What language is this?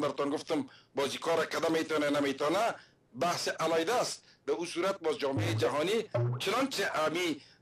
Persian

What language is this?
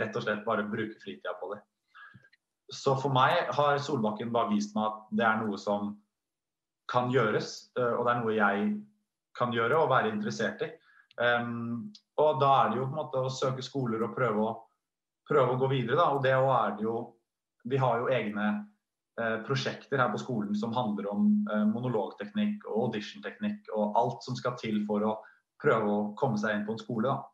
Norwegian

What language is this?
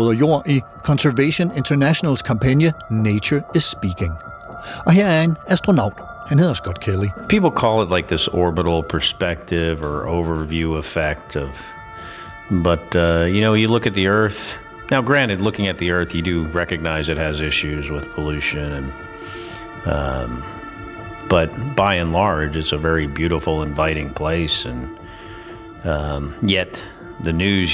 Danish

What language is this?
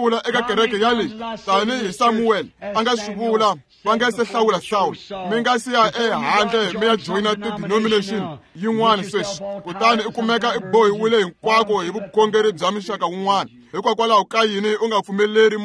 Tsonga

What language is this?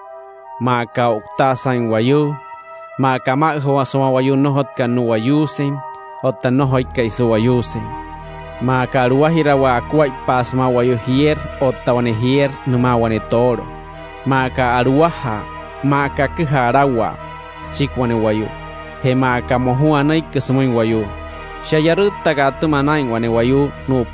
Wayuu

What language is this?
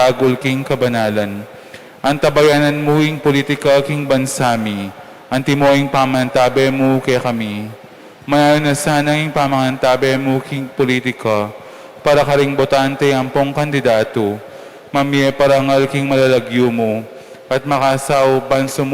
Pampanga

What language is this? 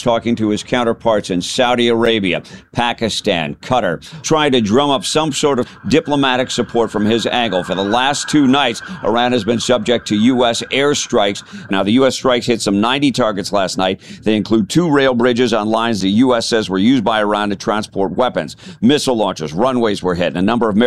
English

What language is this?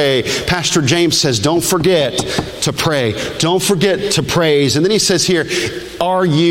English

